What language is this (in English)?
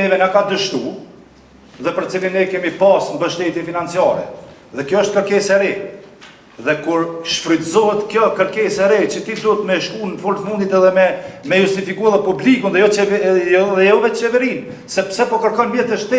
Albanian